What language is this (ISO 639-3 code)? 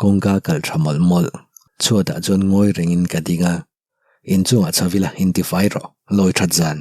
lus